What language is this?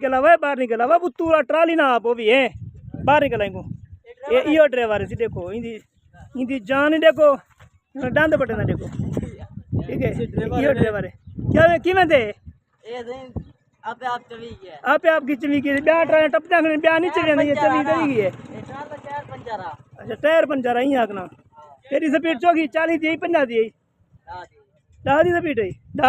Saraiki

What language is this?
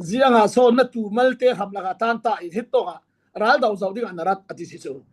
Falam Chin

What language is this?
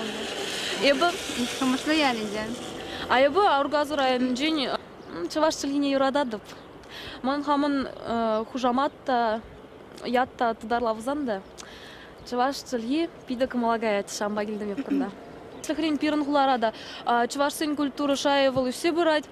Chuvash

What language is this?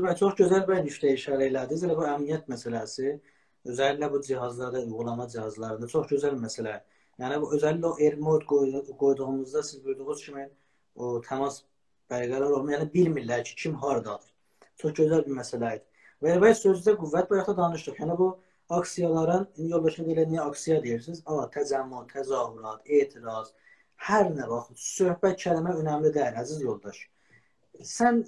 South Azerbaijani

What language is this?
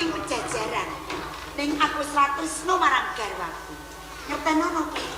Javanese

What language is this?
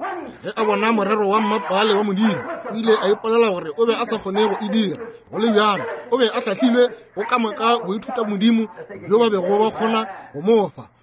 Northern Sotho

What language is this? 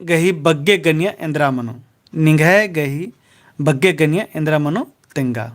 Kurukh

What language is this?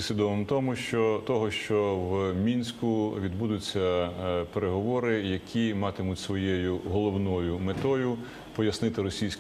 Ukrainian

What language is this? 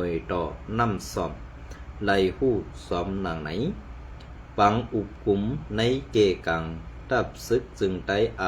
Shan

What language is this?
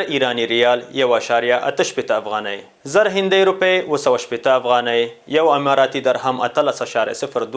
Pashto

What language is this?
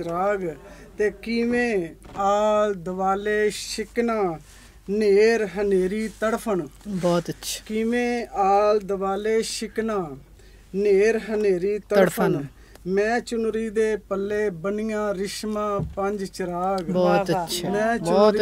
Punjabi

